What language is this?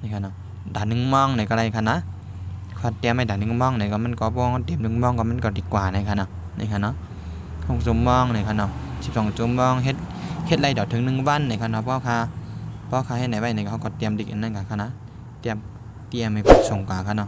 Shan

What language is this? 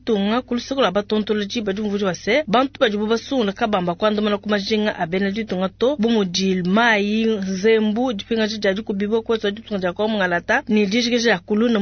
Luba-Lulua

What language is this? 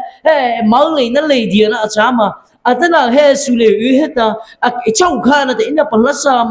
Mara Chin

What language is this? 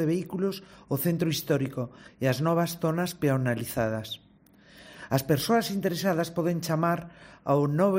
Galician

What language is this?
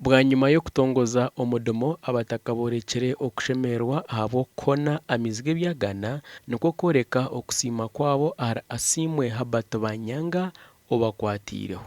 Nyankole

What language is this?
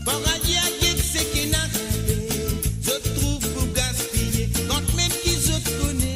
Morisyen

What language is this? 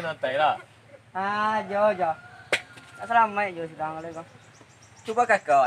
Minangkabau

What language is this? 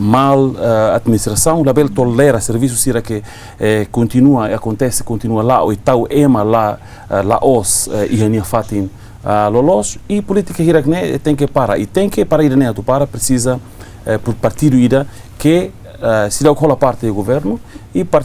Tetum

